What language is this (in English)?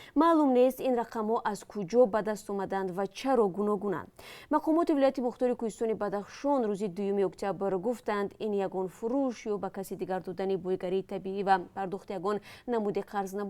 Tajik